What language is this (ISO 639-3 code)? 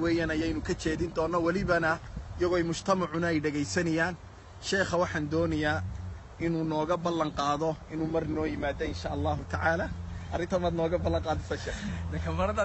som